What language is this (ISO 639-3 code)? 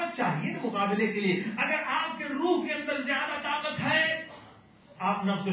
urd